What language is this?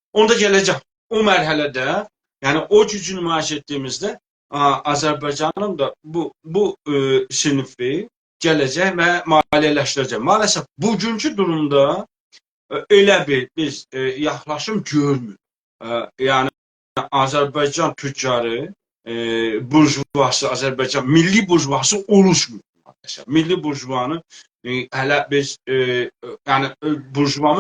South Azerbaijani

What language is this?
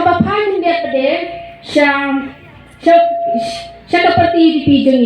Khasi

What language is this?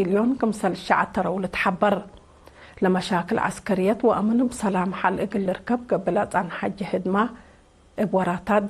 Tigre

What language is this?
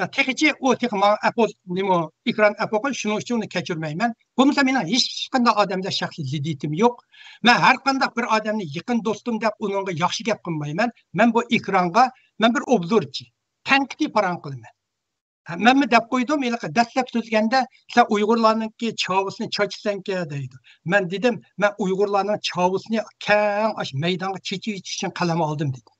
Uyghur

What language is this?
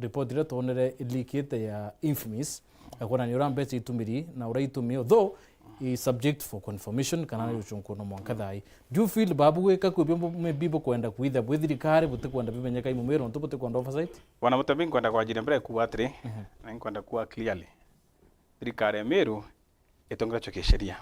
Meru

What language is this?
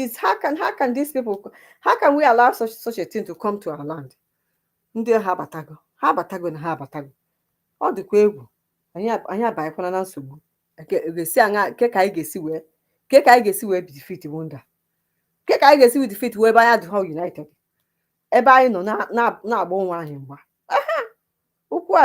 Igbo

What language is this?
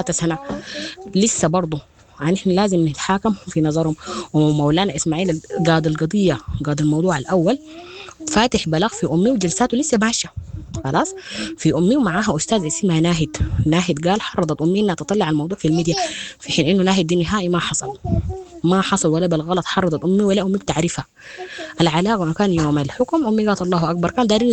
Sudanese Arabic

